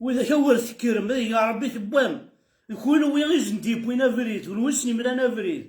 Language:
Kabyle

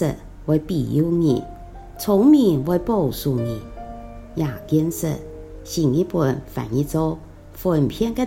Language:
Hakka Chinese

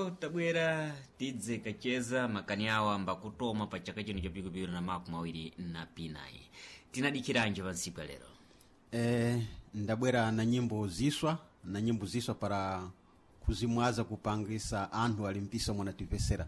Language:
Sena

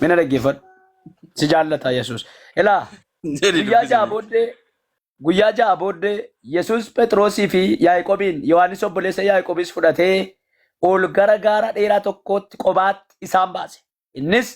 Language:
Oromo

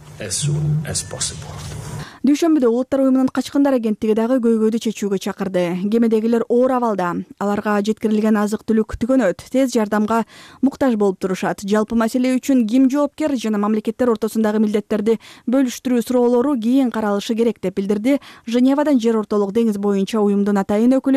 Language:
Kyrgyz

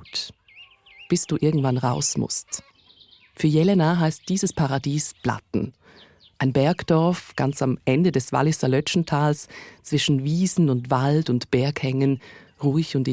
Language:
Swiss German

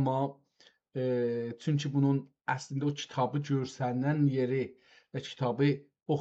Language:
South Azerbaijani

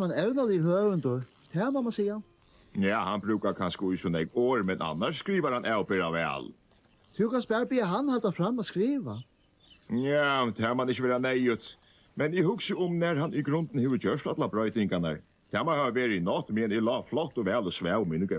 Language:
Faroese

